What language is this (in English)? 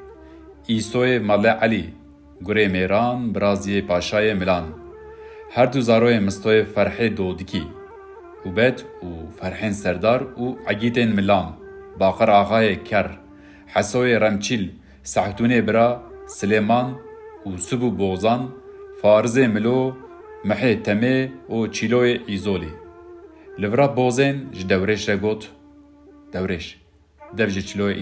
Kurdish